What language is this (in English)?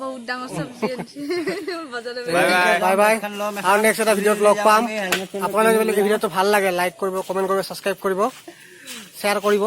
Assamese